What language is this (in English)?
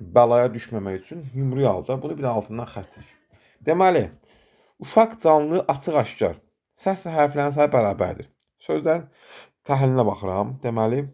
Azerbaijani